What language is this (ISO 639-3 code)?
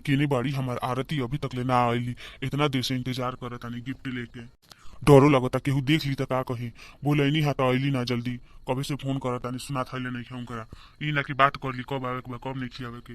bho